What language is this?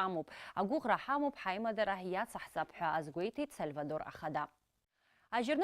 Abkhazian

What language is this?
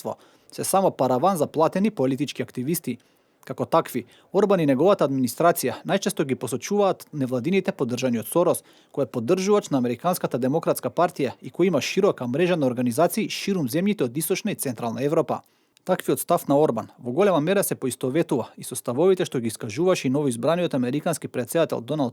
Macedonian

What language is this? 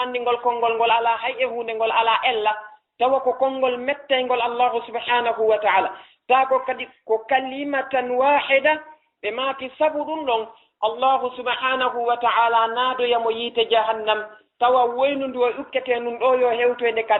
Fula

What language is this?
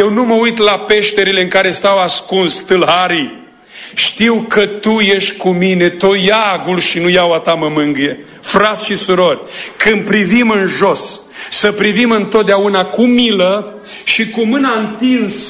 Romanian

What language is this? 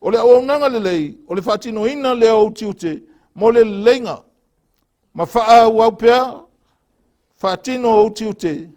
Samoan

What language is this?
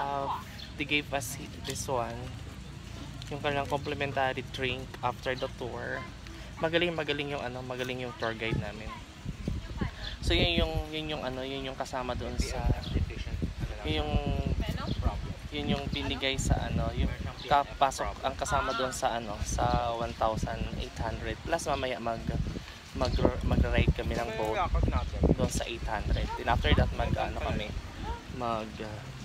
Filipino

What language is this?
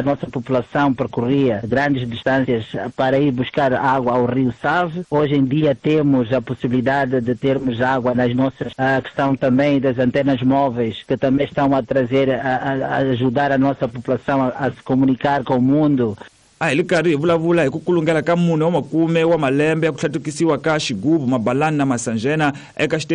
Tsonga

